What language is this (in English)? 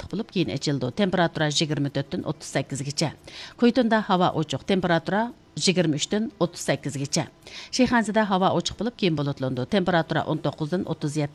Uyghur